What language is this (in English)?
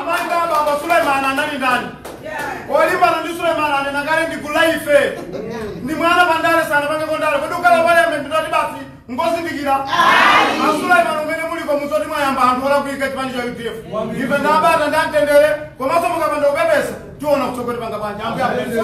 Nyanja